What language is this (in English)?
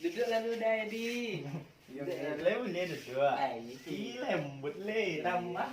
Minangkabau